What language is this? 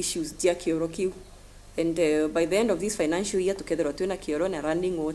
Meru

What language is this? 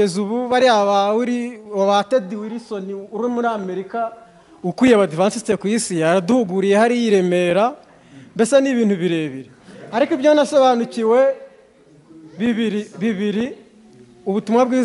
Kinyarwanda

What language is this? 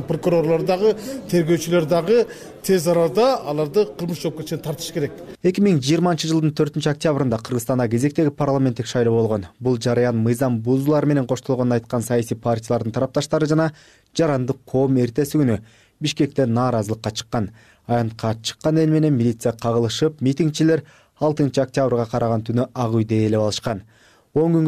Kyrgyz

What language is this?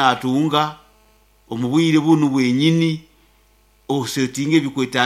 Nyankole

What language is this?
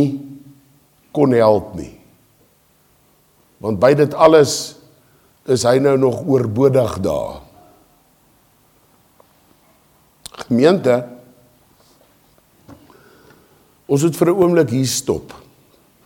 Afrikaans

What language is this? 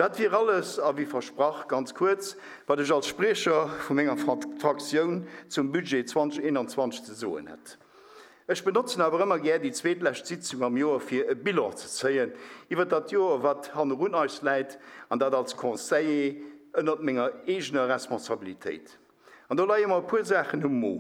Luxembourgish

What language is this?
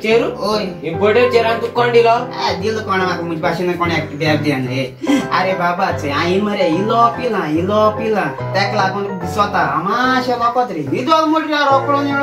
Konkani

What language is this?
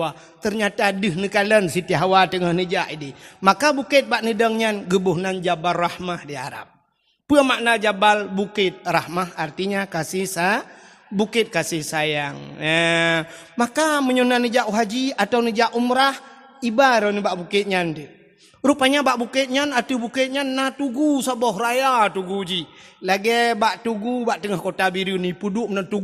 Achinese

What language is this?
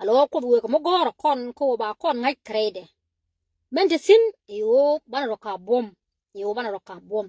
Nuer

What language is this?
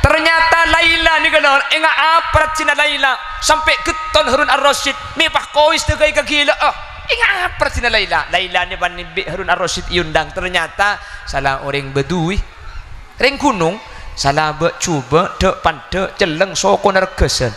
Madurese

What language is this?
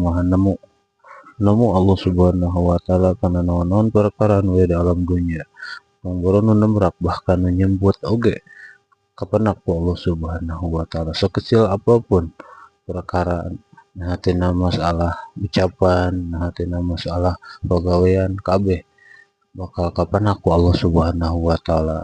Sundanese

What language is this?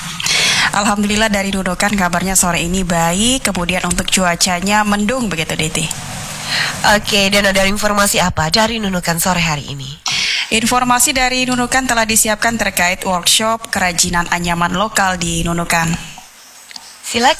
Indonesian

